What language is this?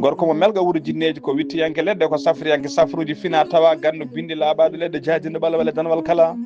Fula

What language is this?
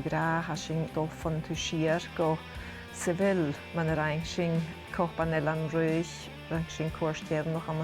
Scottish Gaelic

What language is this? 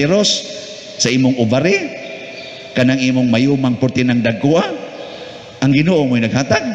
Cebuano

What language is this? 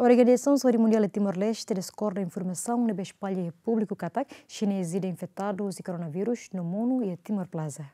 Tetum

